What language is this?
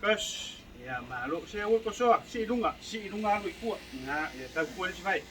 Samoan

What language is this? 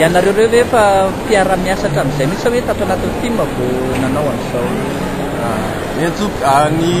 Malagasy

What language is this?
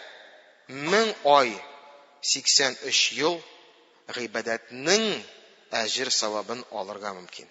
Tatar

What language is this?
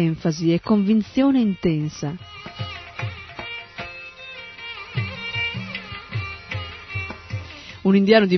Italian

